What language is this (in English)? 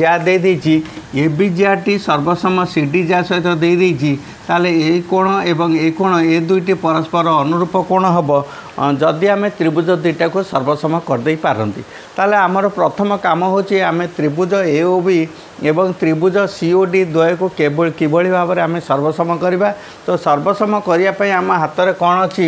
Odia